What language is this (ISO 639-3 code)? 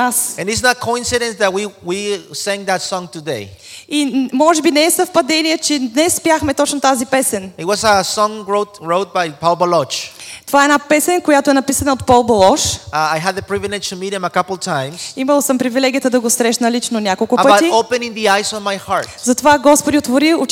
bul